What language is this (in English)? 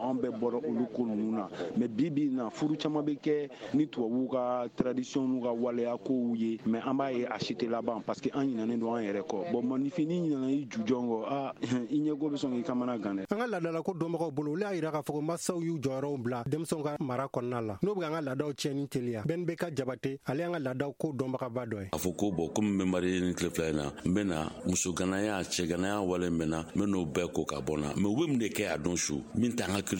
Bambara